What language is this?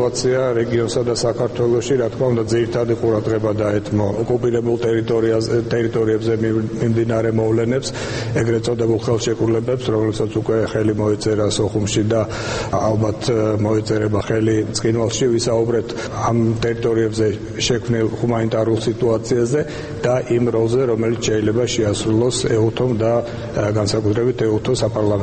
Georgian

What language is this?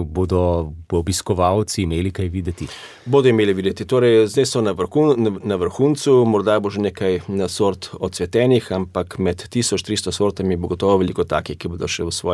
Slovenian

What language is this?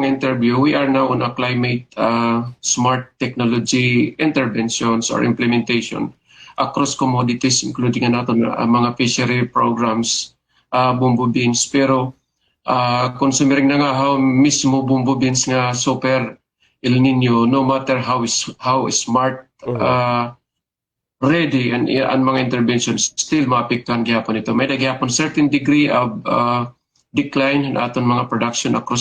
Waray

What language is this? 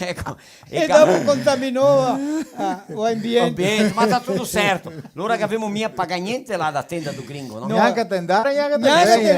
Venetian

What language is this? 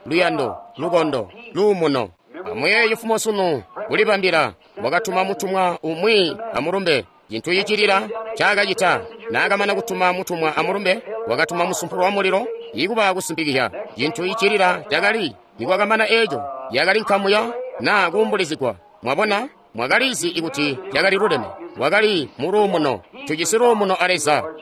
Tonga (Zambia)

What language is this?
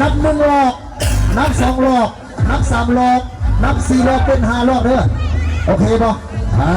Lao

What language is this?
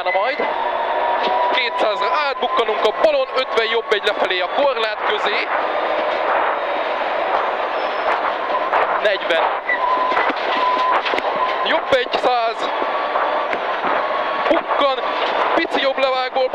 Hungarian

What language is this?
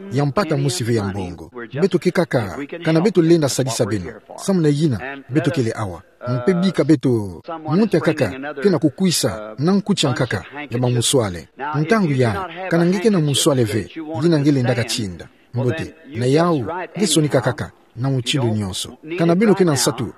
Kituba (Democratic Republic of Congo)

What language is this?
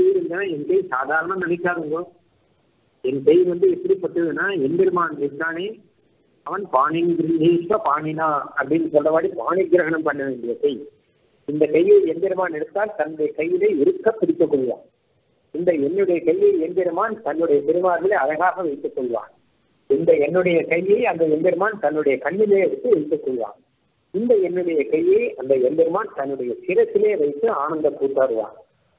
Tamil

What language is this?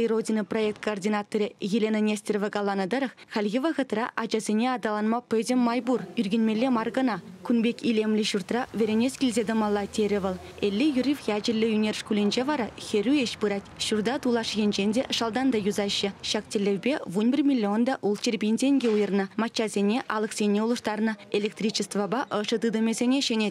Chuvash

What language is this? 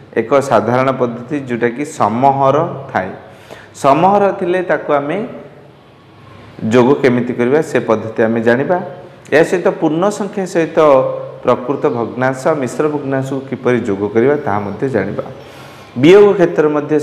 Odia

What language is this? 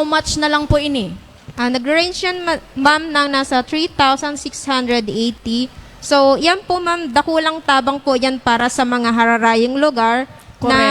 Bikol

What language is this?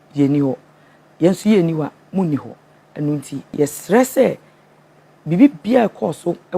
Akan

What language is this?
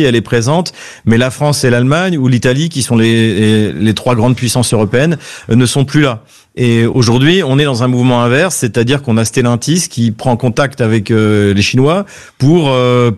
French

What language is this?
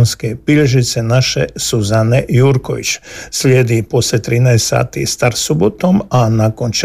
Croatian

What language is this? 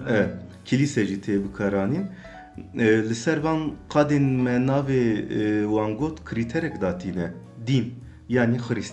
Kurdish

